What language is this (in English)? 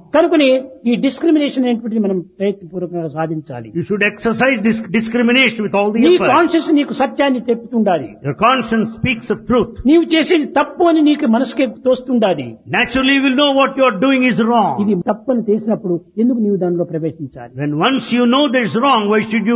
Telugu